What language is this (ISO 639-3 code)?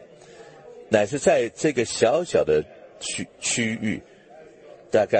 zho